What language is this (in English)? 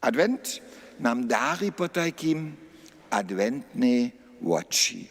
Upper Sorbian